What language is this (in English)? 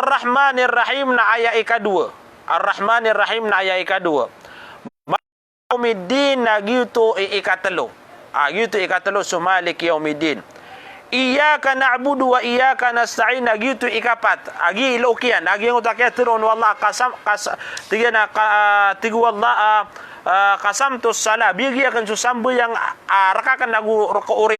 Maranao